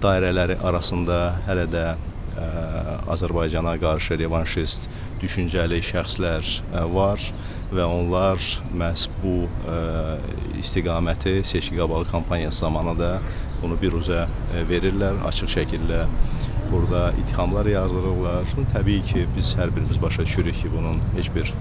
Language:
Azerbaijani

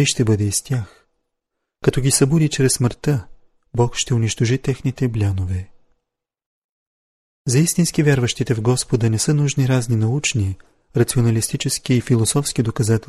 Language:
Bulgarian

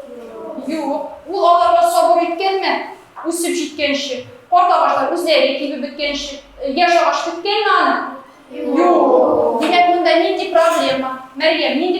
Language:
Tatar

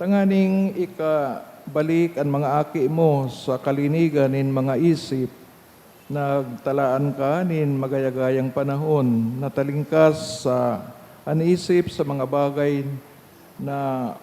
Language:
Bikol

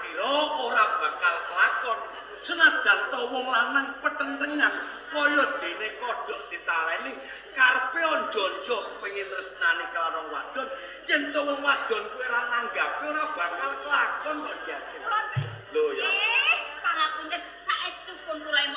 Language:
Javanese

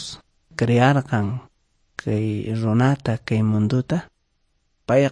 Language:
Quechua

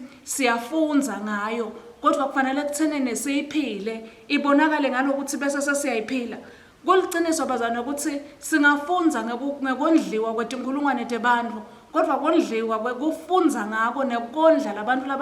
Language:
Swati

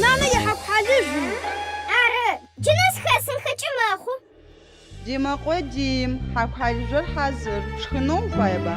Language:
Adyghe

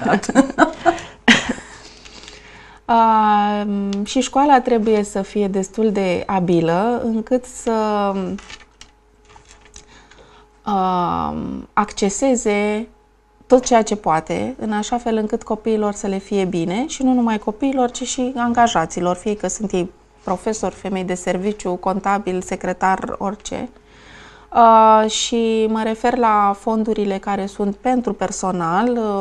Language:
Romanian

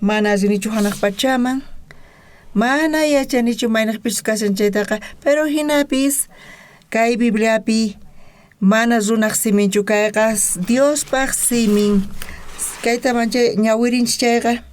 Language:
South Bolivian Quechua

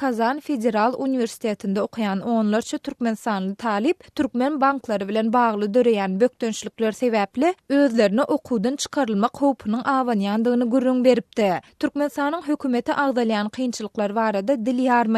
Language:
Turkmen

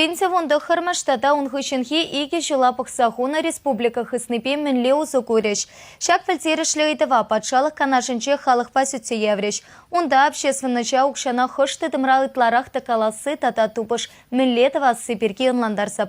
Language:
Chuvash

